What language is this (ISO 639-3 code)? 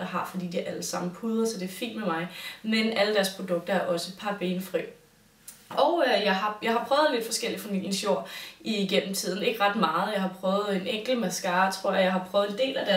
dan